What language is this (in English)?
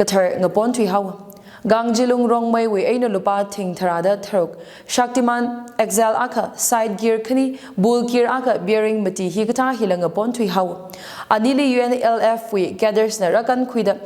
Tangkhul Naga (India)